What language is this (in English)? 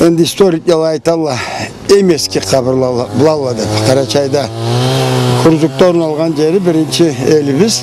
Karachay-Balkar